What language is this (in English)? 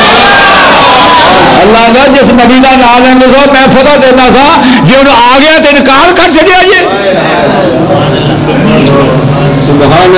Urdu